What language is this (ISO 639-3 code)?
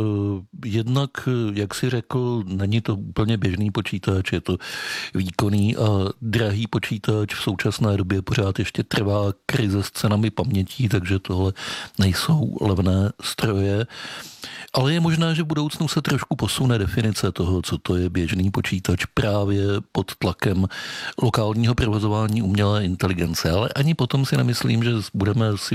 ces